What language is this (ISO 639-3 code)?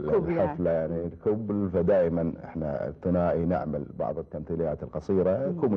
afb